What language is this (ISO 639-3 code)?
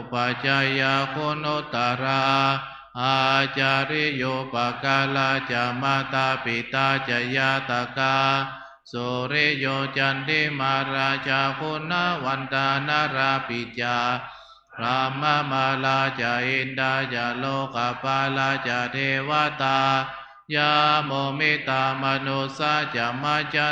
pli